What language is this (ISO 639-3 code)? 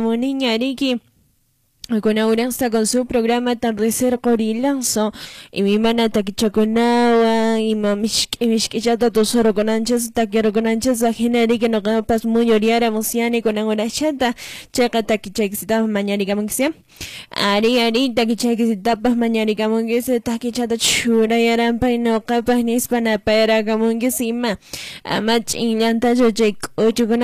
que